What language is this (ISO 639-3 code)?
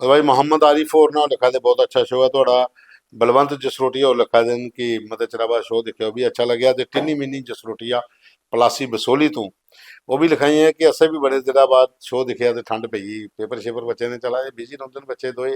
doi